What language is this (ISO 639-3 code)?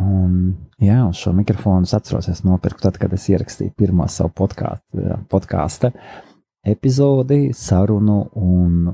lav